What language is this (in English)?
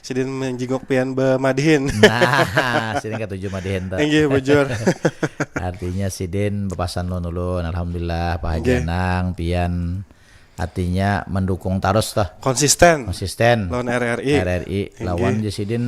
Banjar